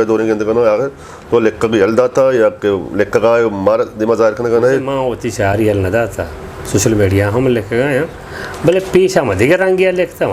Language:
Eastern Balochi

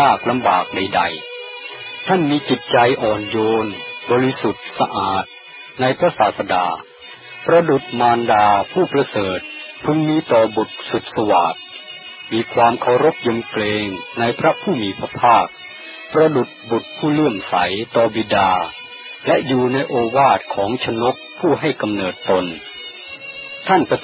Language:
Thai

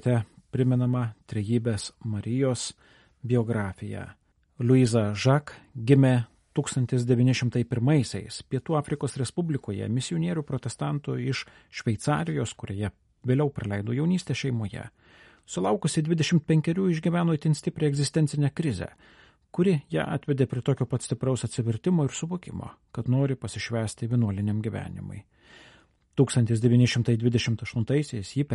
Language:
Lithuanian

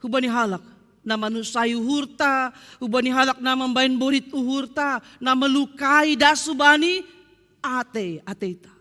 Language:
Batak Simalungun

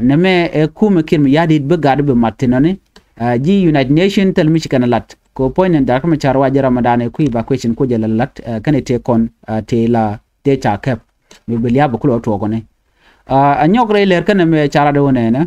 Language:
Nuer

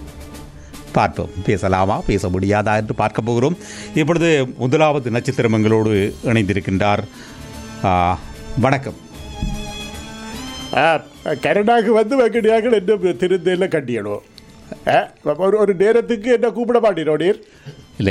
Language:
Tamil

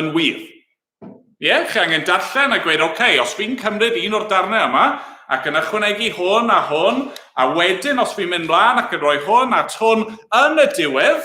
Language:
Welsh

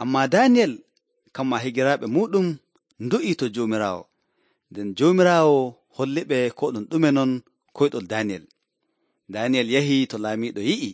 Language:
Nigerian Fulfulde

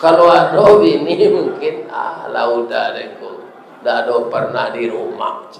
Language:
Minangkabau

